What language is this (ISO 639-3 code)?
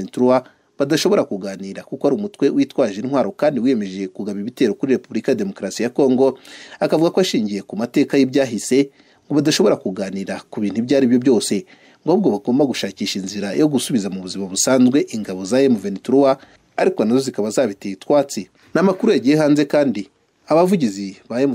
kin